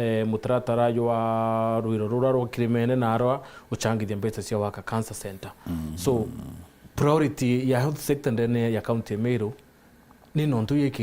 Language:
Meru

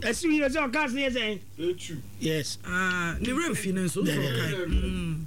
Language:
Akan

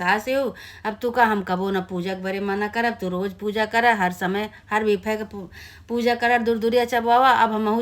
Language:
Awadhi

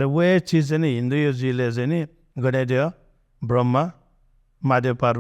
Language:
Newari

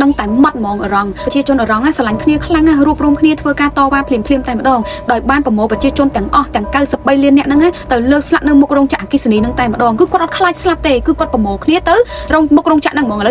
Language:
Khmer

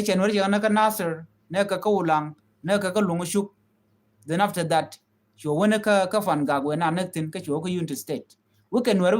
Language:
Nuer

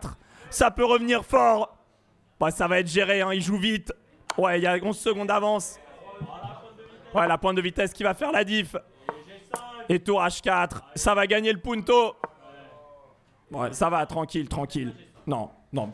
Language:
French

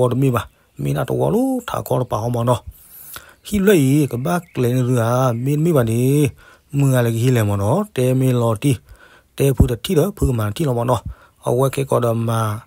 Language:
S'gaw Karen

